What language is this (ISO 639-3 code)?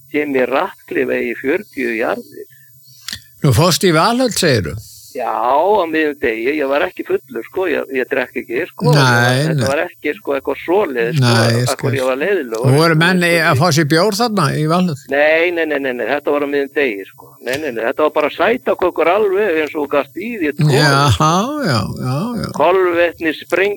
isl